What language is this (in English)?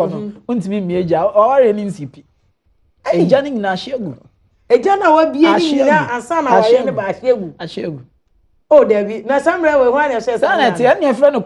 Akan